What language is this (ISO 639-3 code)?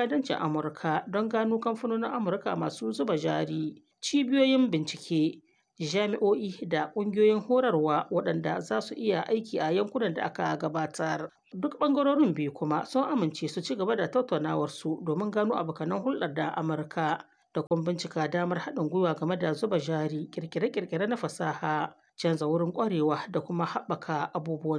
hau